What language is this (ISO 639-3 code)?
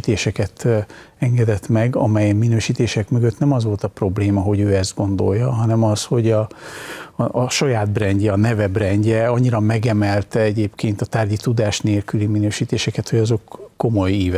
hun